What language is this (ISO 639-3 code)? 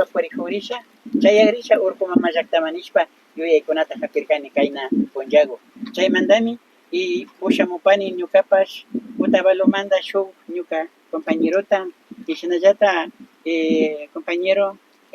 qvi